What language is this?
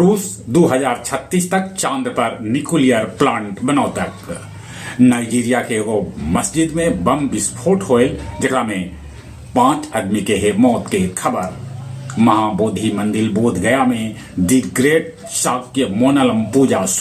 Magahi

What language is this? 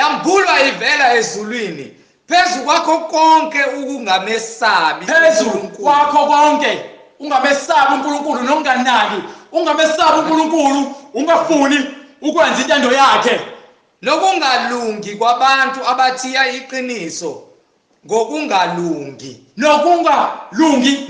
Zulu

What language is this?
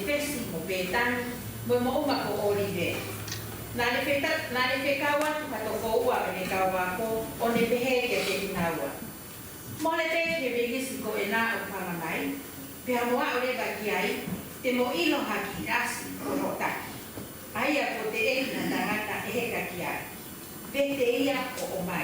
Tongan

